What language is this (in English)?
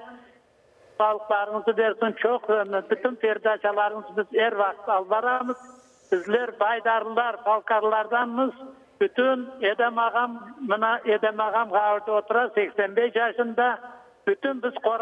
Crimean Tatar